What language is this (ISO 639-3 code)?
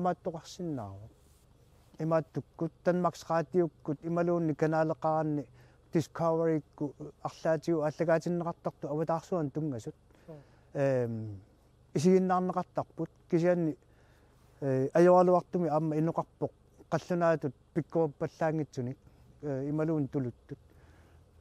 kal